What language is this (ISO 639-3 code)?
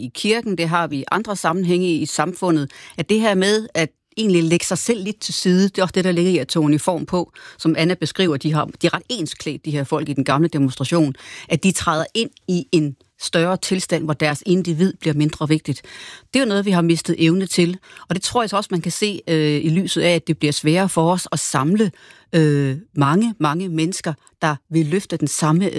dan